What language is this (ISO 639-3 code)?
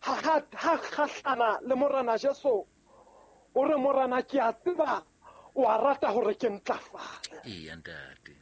sot